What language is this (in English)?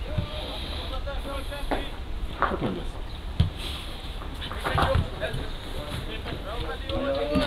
Hungarian